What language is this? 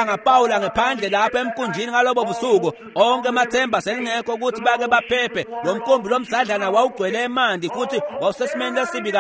Swati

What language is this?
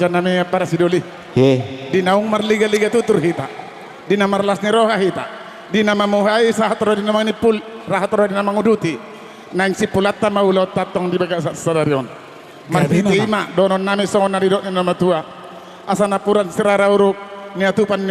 Batak Toba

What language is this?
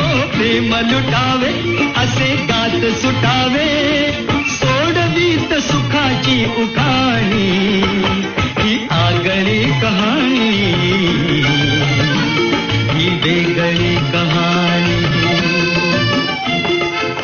Marathi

